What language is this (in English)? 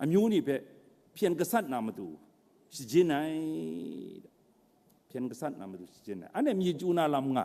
Kachin